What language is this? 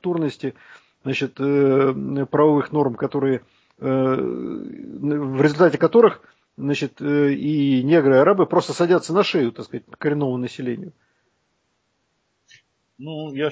Russian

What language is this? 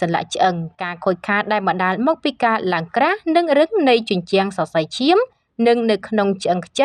Khmer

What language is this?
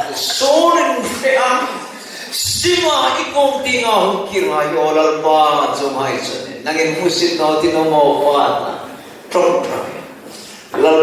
Hmar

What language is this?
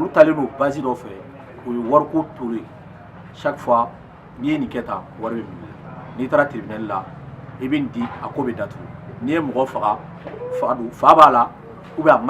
Bambara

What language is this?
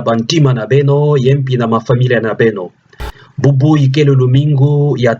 Kituba (Democratic Republic of Congo)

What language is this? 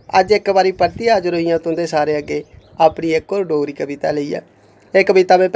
Dogri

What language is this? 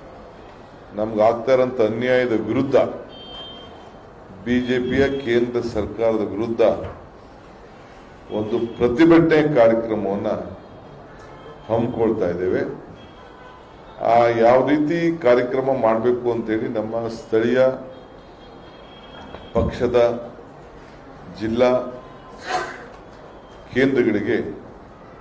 Kannada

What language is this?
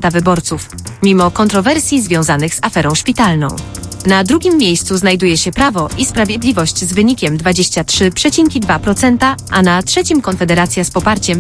Polish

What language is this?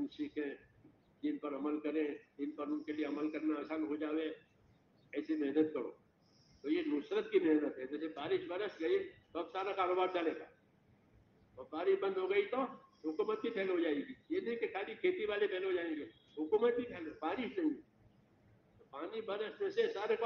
Urdu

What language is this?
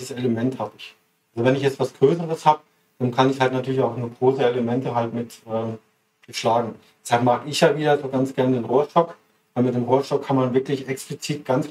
German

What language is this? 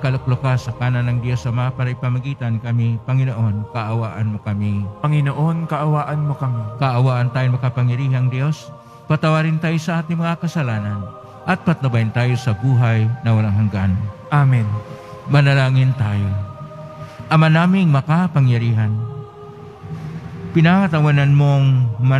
Filipino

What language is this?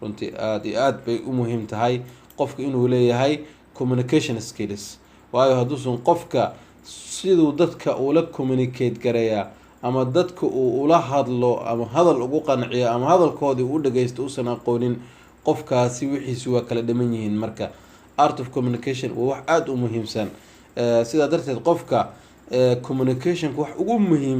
Somali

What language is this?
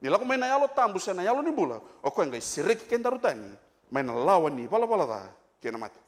Fijian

